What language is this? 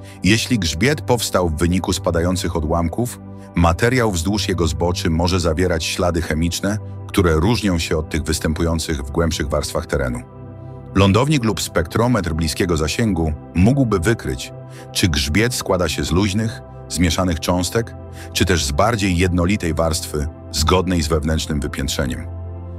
Polish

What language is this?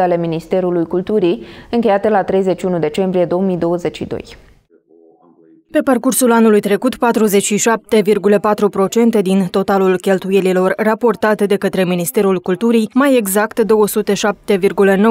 Romanian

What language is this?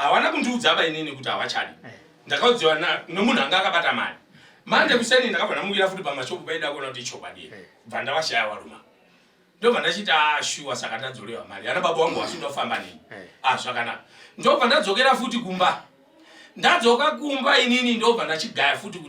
Shona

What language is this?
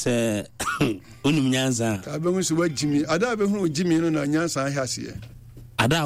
Akan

